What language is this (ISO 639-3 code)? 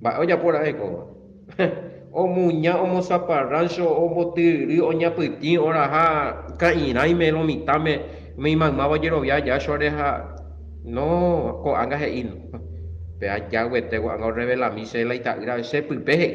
grn